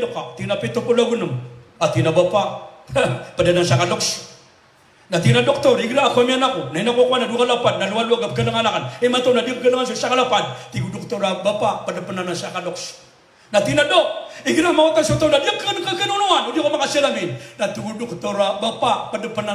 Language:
Maranao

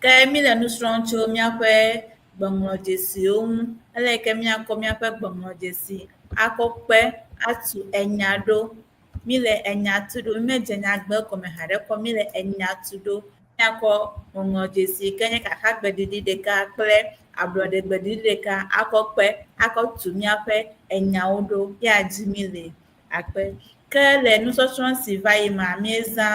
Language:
Ewe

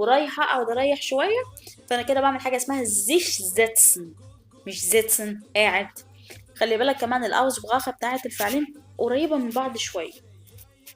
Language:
Egyptian Arabic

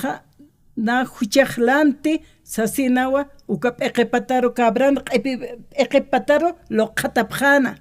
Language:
Aymara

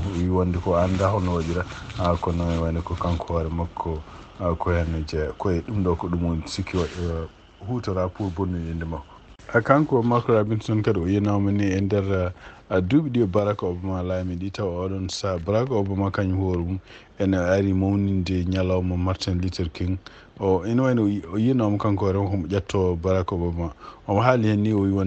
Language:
Fula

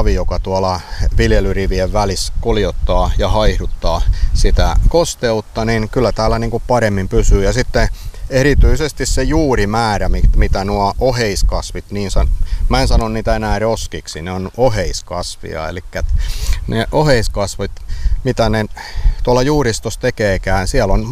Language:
Finnish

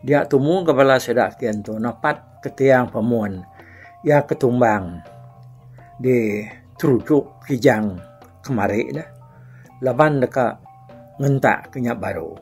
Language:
Iban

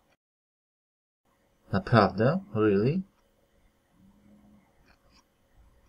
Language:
Polish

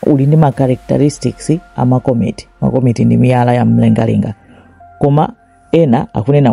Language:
Nyanja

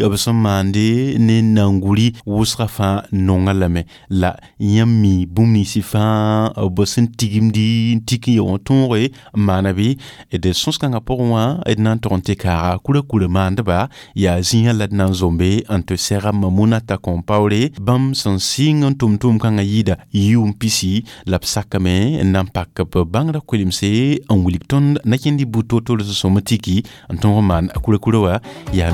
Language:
Mossi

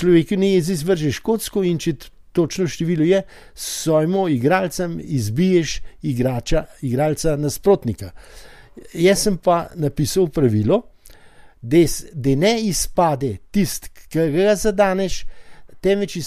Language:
Slovenian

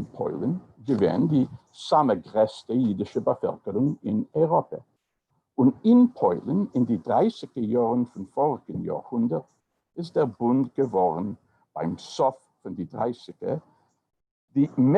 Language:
Yiddish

